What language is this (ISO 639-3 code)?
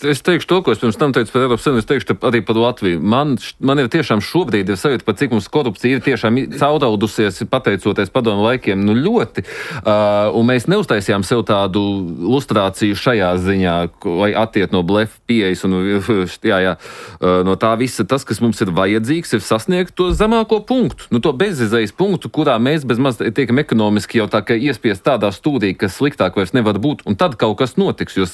lav